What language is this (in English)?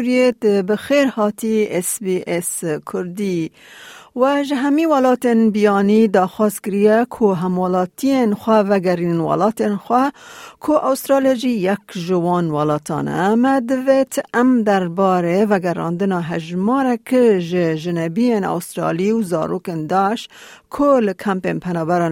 Kurdish